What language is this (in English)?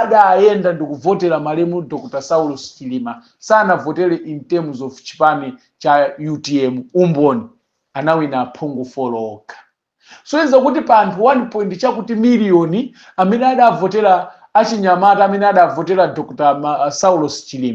Nyanja